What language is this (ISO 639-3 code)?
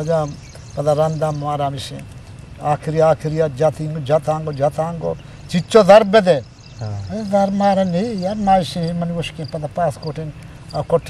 bgp